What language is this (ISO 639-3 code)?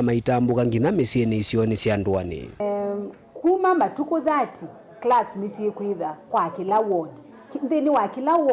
kam